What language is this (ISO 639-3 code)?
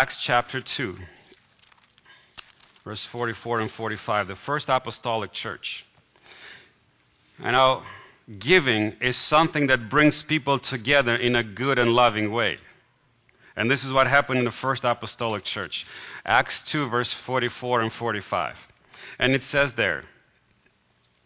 eng